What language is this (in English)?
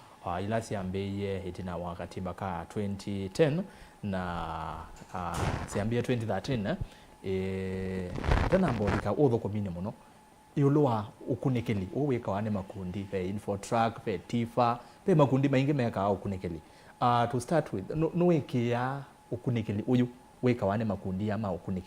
Kamba